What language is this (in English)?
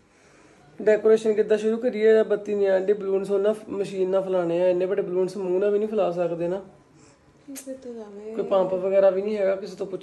Punjabi